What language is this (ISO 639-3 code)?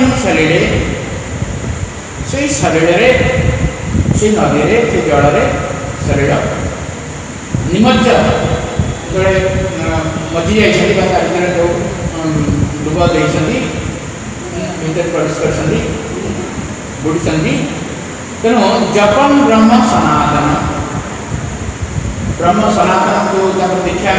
ori